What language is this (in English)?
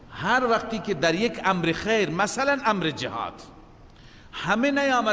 Persian